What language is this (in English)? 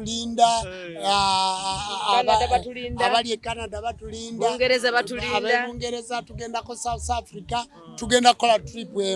Ganda